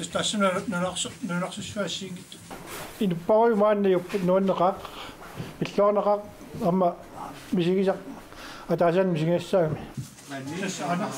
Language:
Kalaallisut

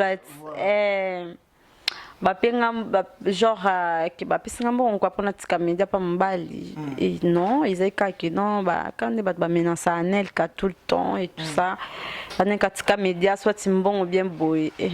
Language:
Lingala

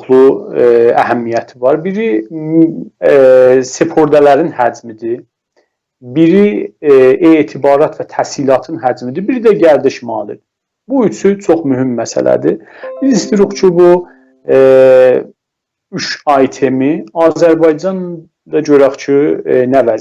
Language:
South Azerbaijani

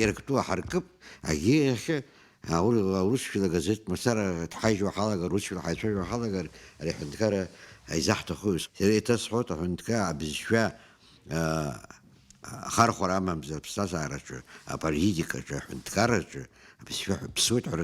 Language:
Abkhazian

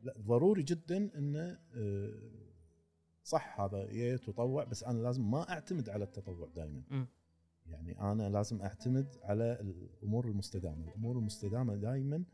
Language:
Gulf Arabic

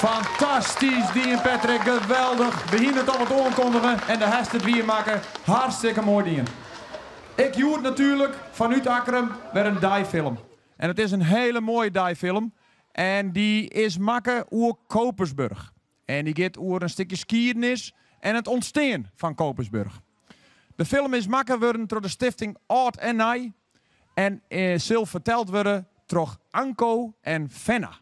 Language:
Western Frisian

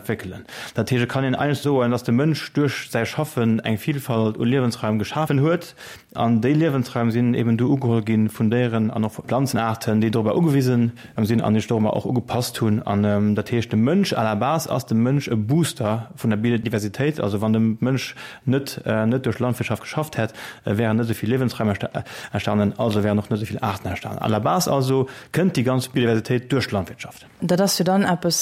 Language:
Luxembourgish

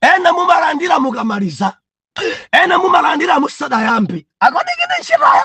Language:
Nyanja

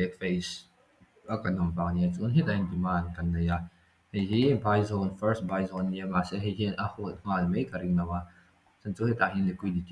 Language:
Mizo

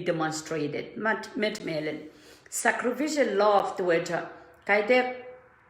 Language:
Pohnpeian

